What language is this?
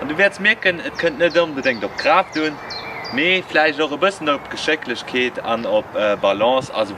Luxembourgish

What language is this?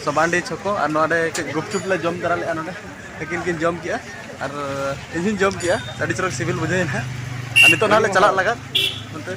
Santali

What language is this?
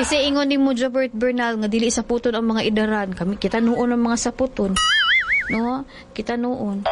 Cebuano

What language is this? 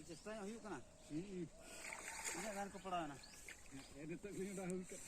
Santali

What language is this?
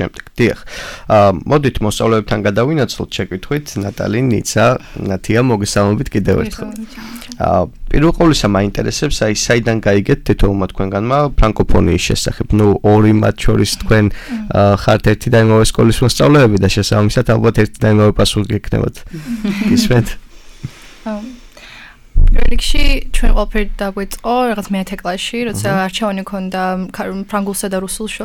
Georgian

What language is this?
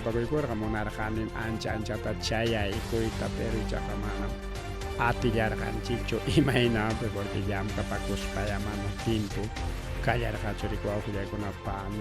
Ayacucho Quechua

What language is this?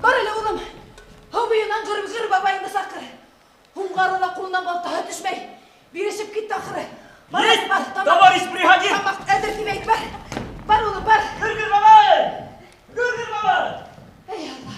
Bashkir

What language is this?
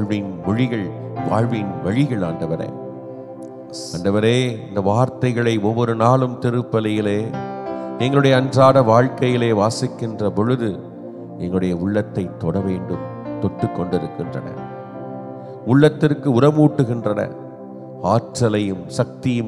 Tamil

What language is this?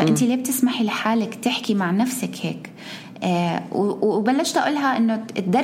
North Levantine Arabic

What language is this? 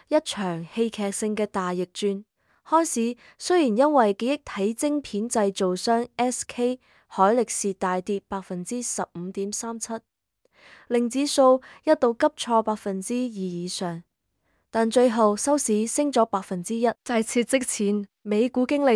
Cantonese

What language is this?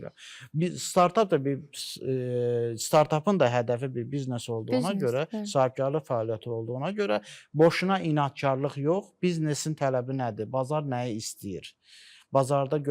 Azerbaijani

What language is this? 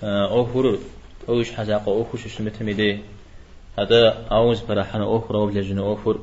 Kabardian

